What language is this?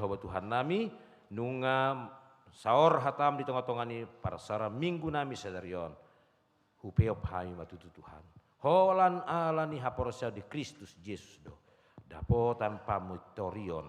Batak Toba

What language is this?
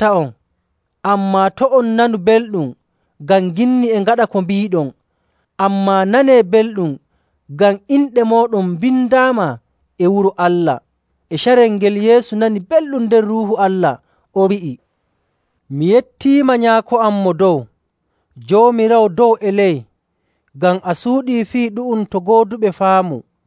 Nigerian Fulfulde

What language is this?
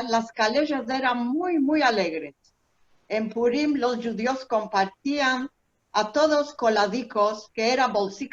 Ladino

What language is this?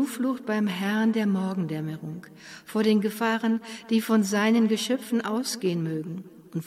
German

